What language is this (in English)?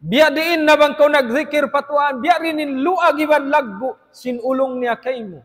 Tausug